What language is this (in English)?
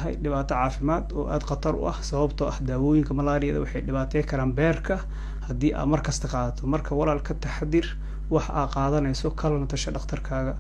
Somali